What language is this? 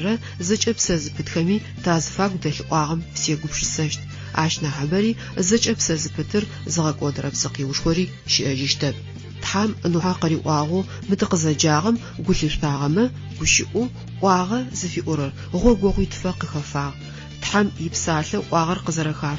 Adyghe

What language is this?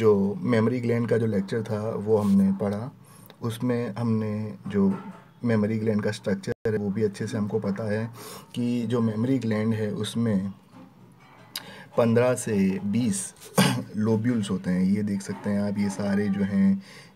Hindi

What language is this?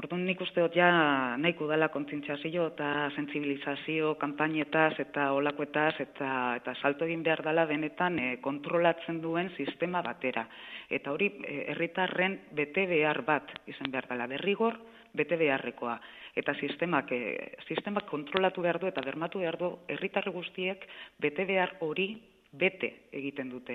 Basque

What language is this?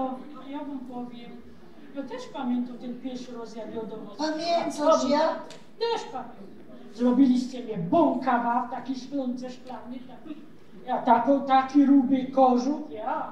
Silesian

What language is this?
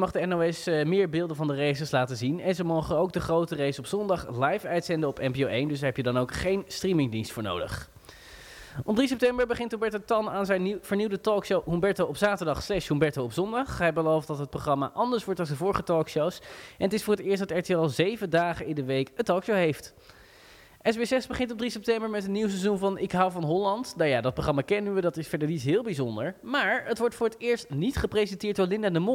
Dutch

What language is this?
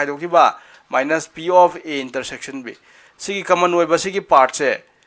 Manipuri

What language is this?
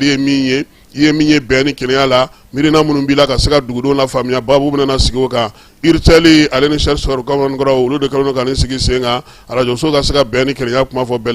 Bambara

